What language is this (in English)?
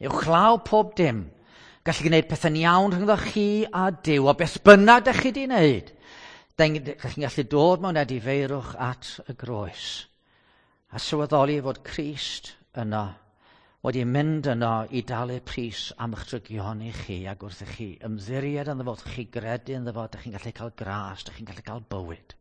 Welsh